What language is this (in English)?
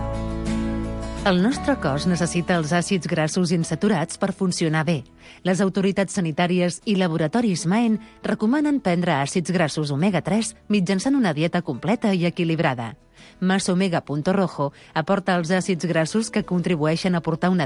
Catalan